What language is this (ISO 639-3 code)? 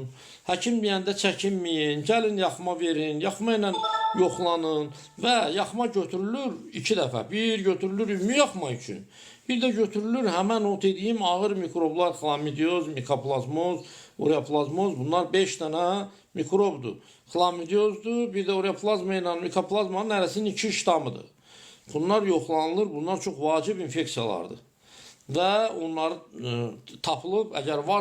aze